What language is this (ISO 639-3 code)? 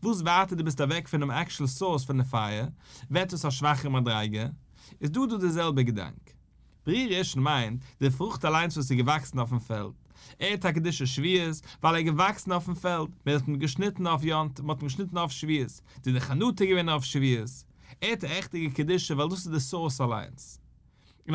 yid